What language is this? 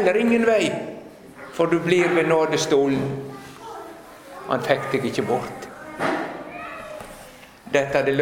Norwegian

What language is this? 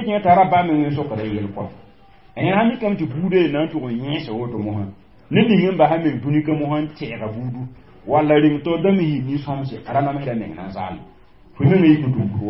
Mossi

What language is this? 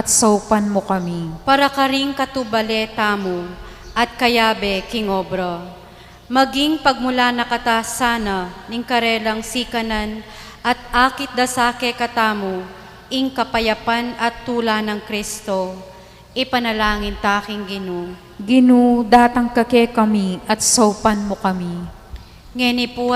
Pampanga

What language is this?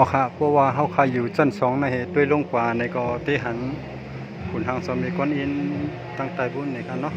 Shan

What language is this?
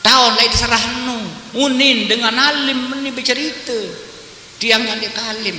Sasak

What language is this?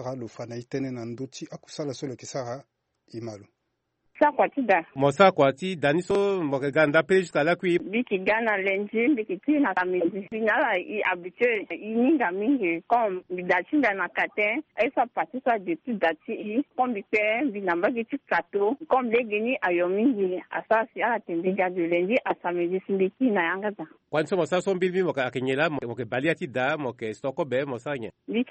Sango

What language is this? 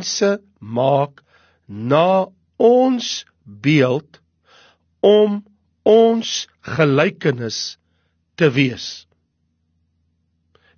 Afrikaans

